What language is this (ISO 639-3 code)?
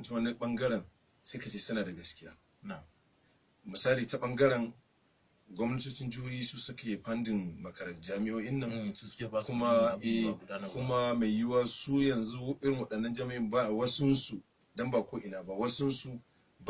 hau